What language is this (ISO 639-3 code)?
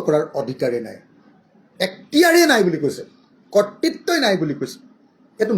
asm